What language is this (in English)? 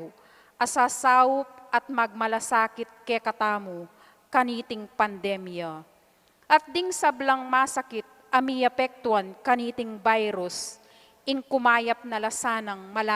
Pampanga